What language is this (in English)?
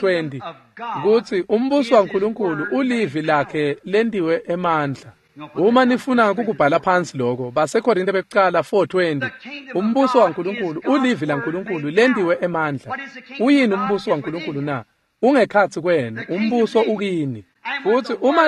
Swati